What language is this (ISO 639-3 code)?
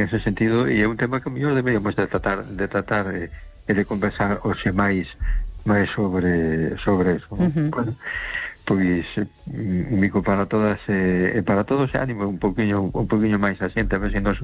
glg